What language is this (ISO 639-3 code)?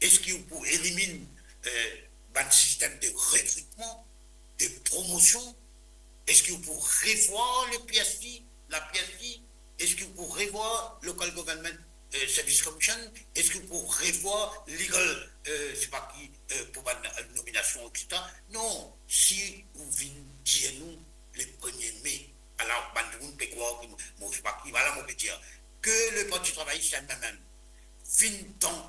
mfe